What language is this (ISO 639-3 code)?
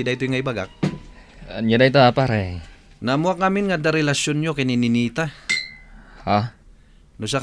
ilo